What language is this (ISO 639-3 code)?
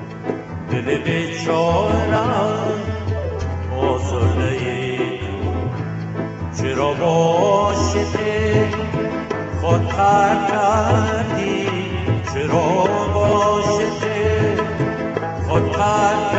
fas